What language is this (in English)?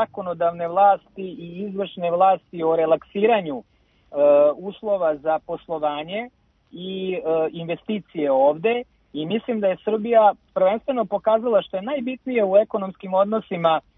Serbian